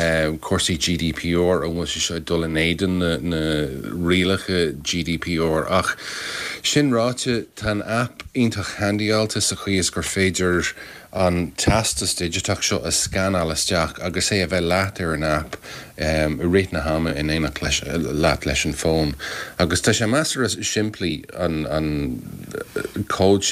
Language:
Irish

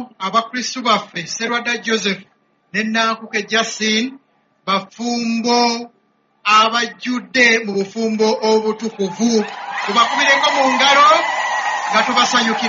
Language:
Ganda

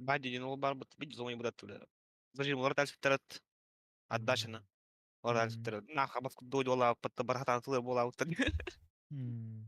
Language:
Yakut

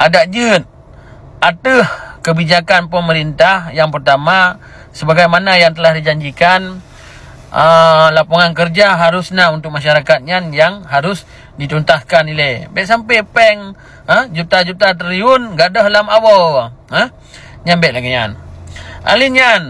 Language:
Achinese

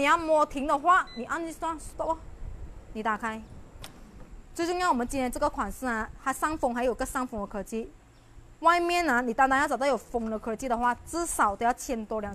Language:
Chinese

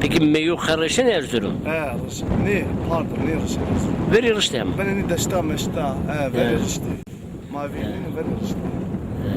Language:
Zaza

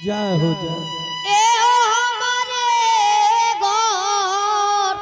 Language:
Angika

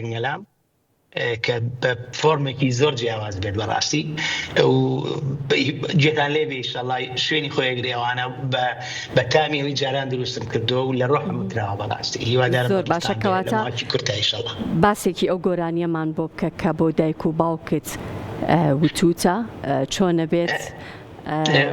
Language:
Central Kurdish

